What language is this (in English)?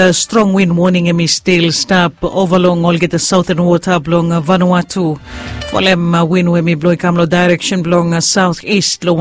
Bislama